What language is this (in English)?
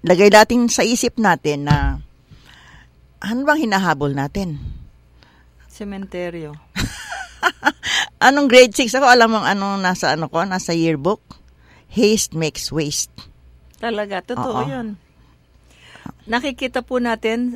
Filipino